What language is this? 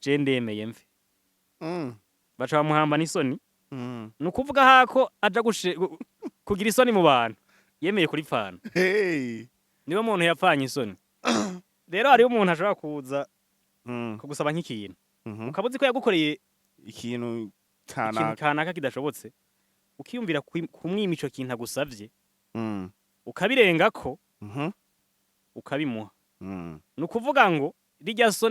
Rundi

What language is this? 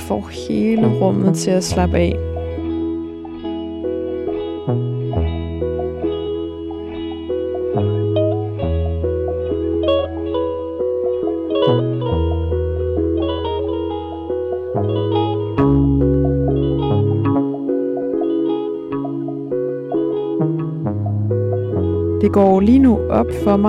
Danish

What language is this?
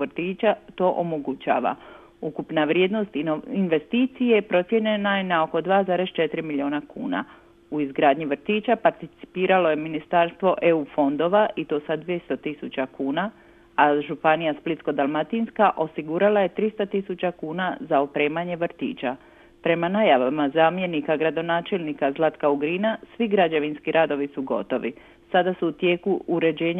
Croatian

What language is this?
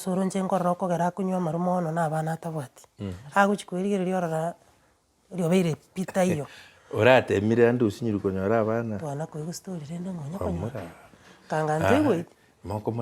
Gusii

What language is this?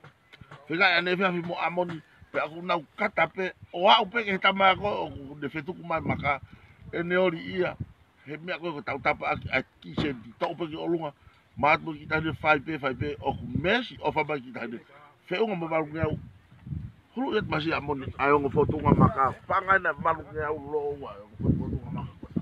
Tongan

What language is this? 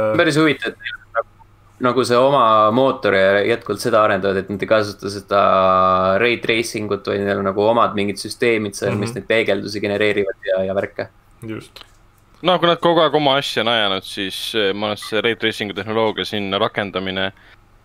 Estonian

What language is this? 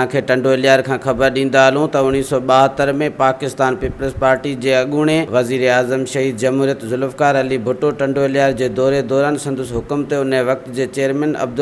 Sindhi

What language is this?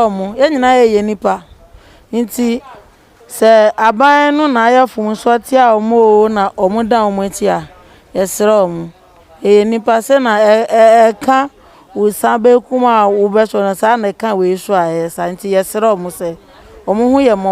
Akan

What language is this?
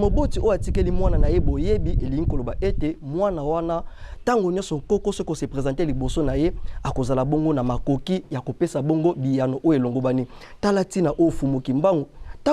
Lingala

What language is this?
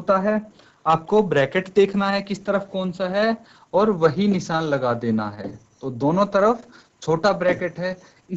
Hindi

